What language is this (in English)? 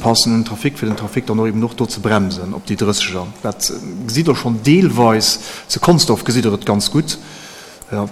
Luxembourgish